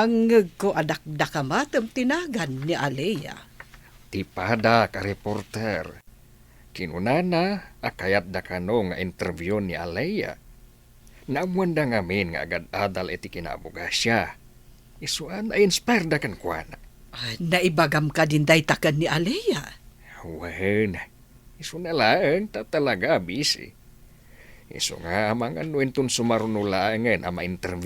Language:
Iloko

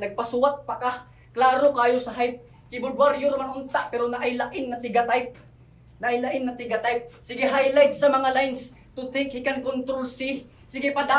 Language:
Cebuano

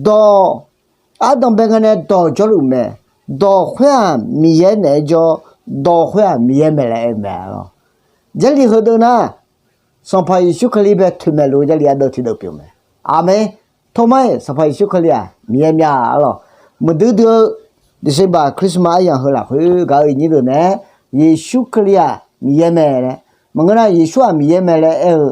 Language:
Akha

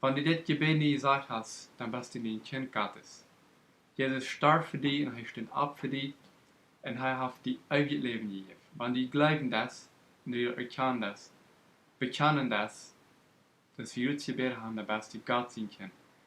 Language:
Plautdietsch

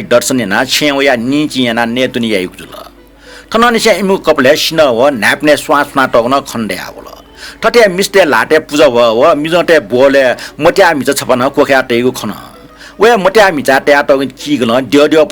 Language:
Newari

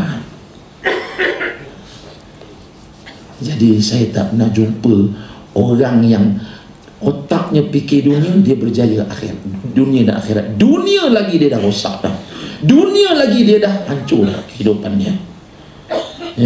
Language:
Malay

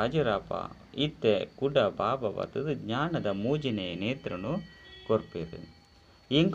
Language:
Tulu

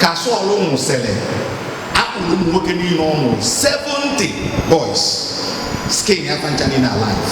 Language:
Igbo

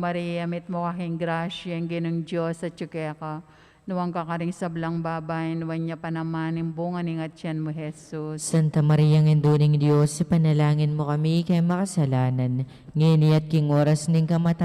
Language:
Pampanga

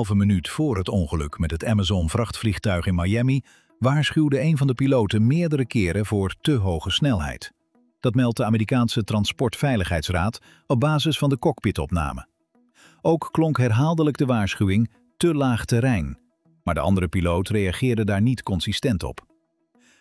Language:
Dutch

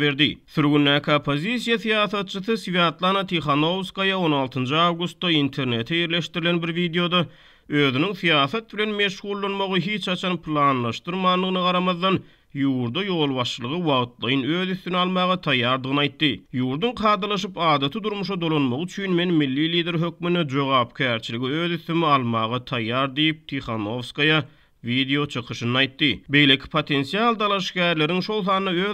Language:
Turkmen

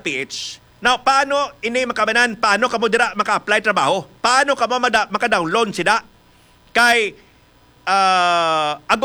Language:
Hiligaynon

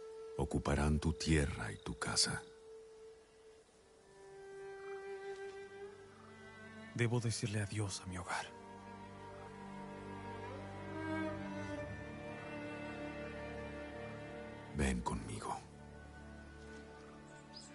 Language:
Spanish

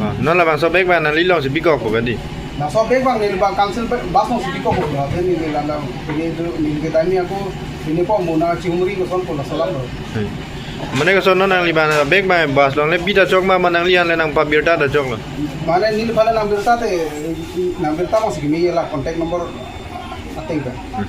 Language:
Karbi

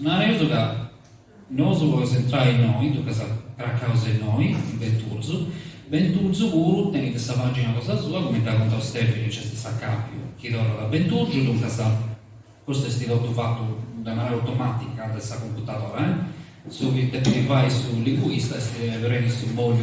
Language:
Sardinian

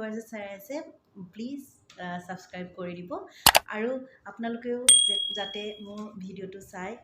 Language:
Assamese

